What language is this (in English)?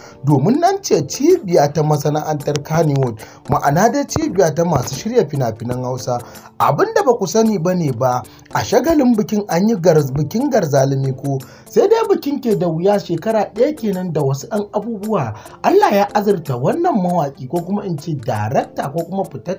Hausa